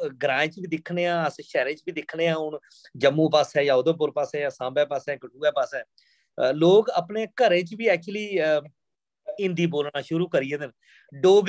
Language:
Dogri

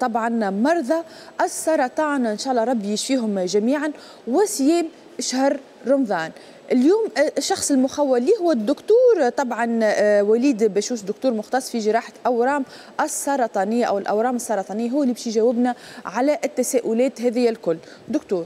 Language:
Tunisian Arabic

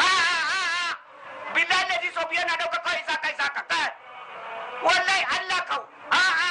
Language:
Hausa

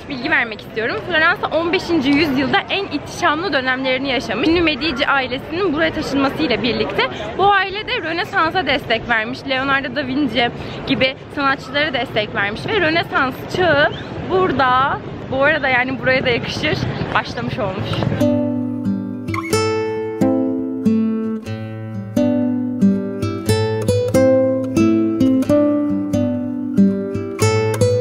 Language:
Turkish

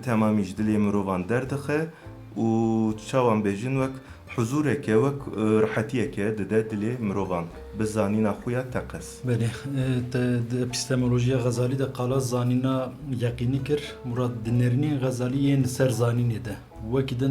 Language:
Kurdish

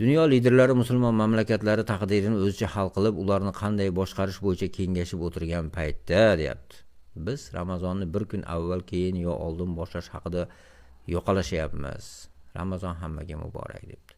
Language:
Uzbek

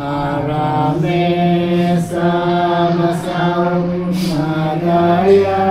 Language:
Iban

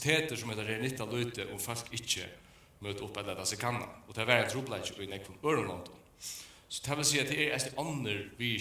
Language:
Faroese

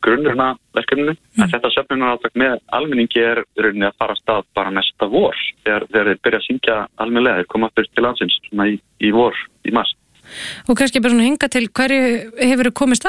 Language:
Icelandic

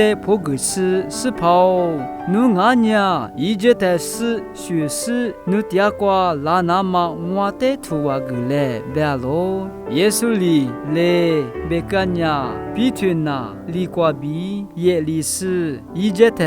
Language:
Lisu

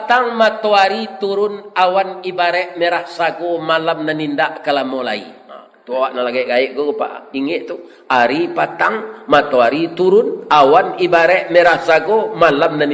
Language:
Minangkabau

